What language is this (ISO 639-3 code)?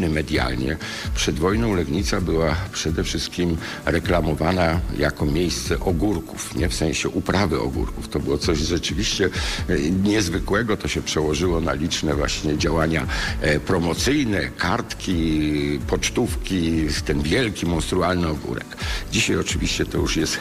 pol